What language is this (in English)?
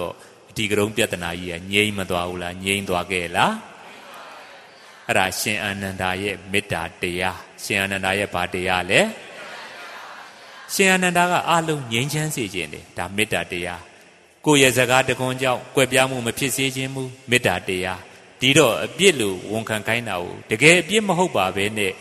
Burmese